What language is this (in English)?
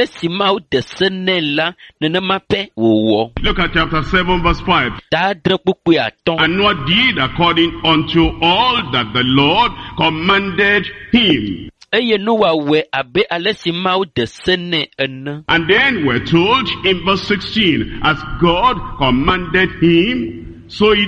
Ewe